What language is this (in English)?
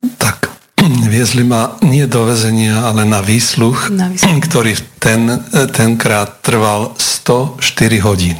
Slovak